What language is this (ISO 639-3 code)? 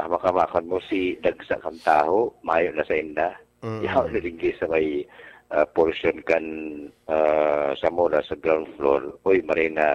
bik